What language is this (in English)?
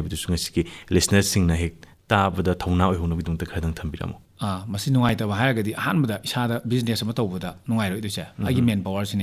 Manipuri